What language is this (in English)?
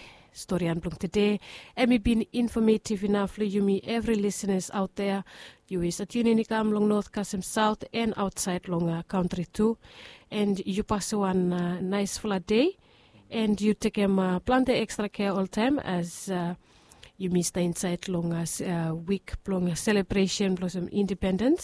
Bislama